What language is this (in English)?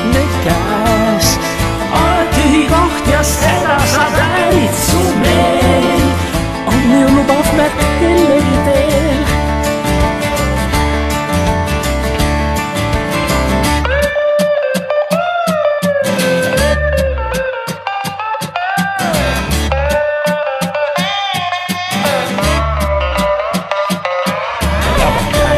Estonian